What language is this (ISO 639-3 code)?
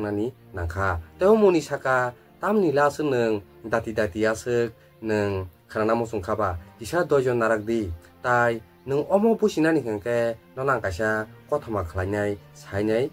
trp